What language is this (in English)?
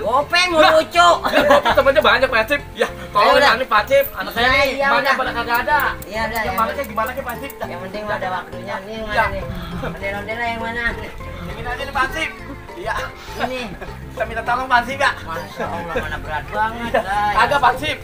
Betawi